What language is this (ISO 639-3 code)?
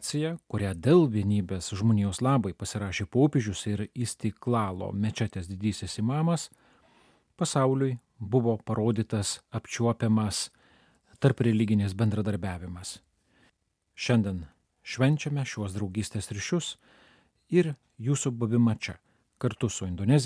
lit